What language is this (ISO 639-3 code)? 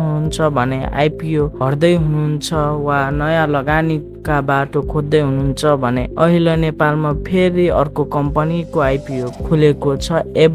nep